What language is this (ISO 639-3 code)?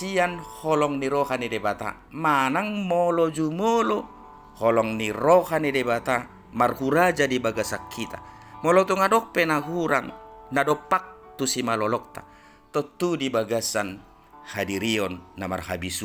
bbc